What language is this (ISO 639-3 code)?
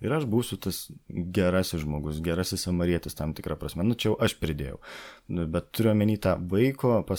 lit